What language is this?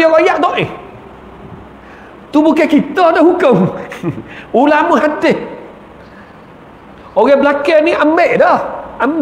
Malay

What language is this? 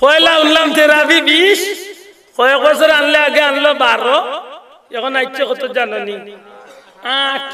Sylheti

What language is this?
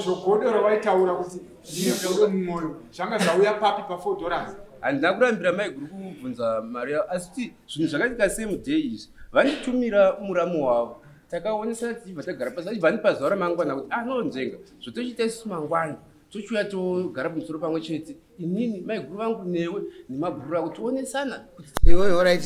Shona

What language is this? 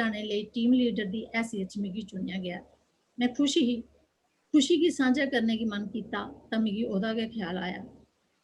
Dogri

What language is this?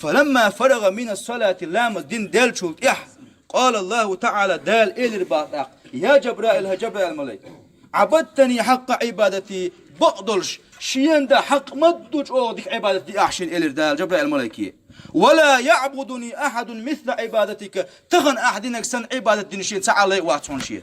Chechen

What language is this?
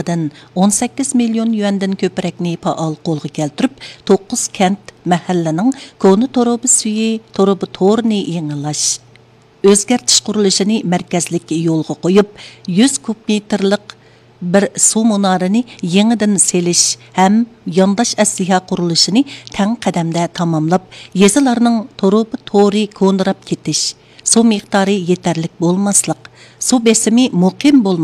Uyghur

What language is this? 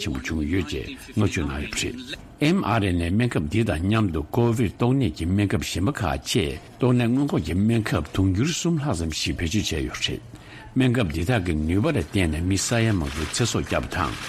Tibetan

